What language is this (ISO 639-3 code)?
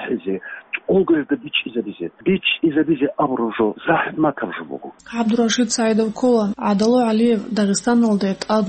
ava